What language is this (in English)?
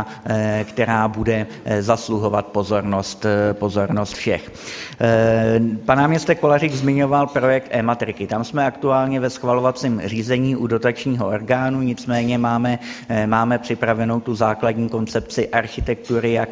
Czech